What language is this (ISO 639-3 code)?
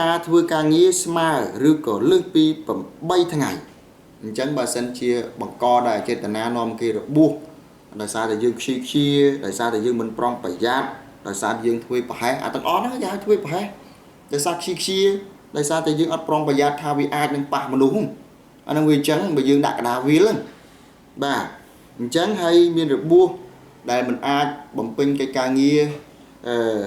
khm